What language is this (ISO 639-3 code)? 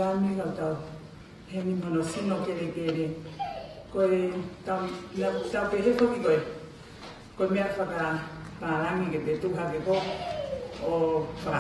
ton